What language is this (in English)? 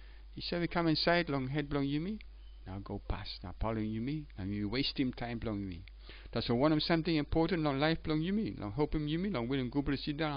Tok Pisin